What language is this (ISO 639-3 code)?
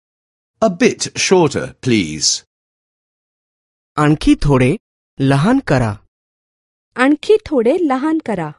mar